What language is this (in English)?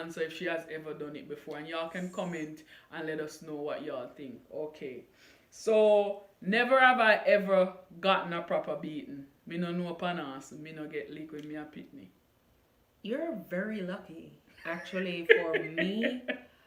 Jamaican Creole English